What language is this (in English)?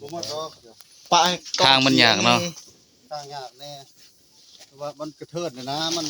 Northeastern Thai